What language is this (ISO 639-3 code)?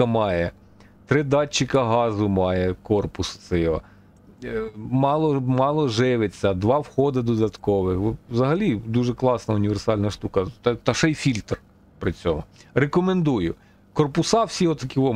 ukr